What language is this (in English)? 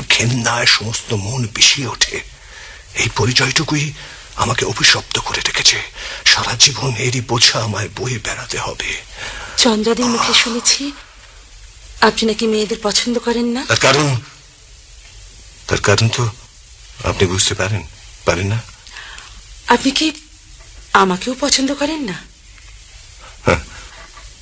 Bangla